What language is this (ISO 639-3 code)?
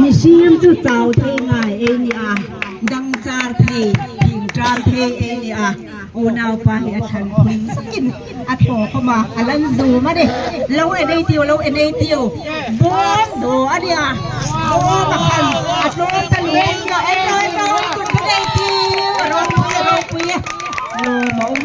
hmr